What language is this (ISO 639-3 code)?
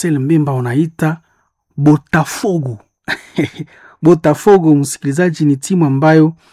swa